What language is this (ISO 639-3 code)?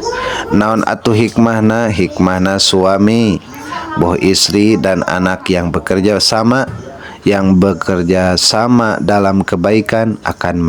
sun